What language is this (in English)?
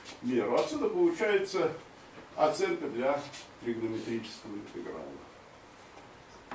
Russian